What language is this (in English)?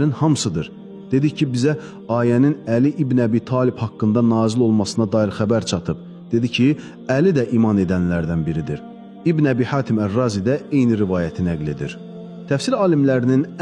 Azerbaijani